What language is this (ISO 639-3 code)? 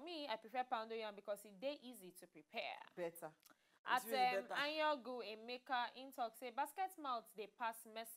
pcm